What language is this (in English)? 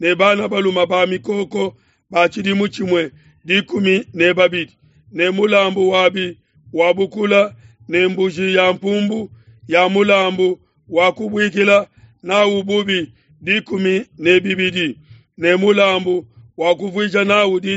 Luba-Lulua